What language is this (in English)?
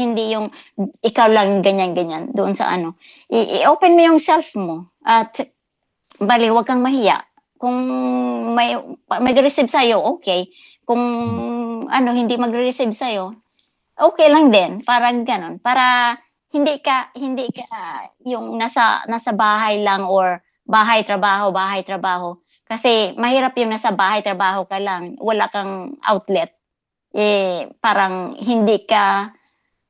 Filipino